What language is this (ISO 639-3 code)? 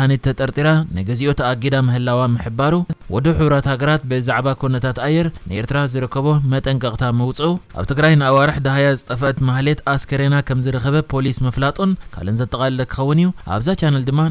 tir